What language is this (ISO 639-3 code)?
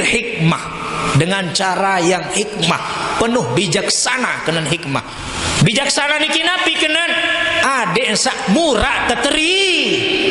sas